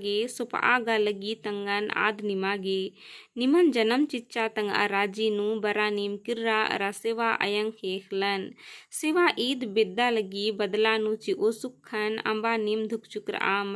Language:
Kurukh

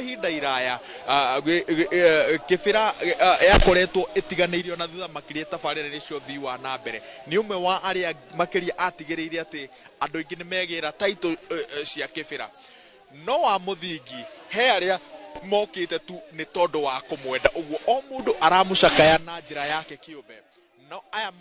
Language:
Kikuyu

